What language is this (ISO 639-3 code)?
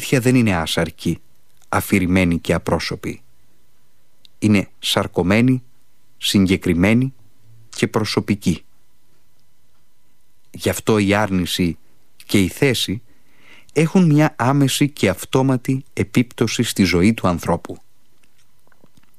ell